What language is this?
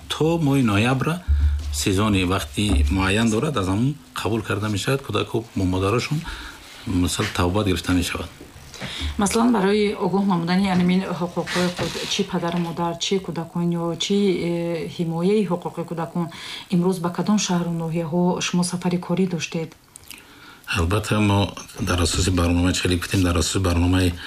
Tajik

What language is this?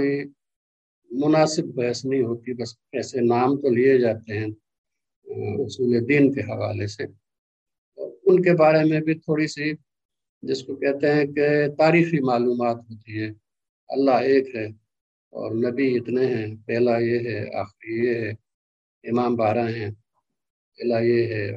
Urdu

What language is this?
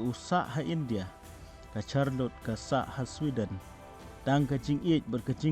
Khasi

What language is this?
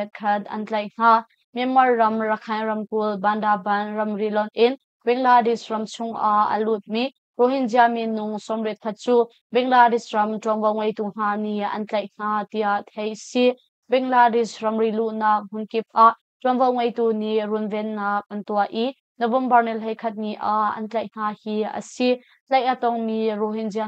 Hakha Chin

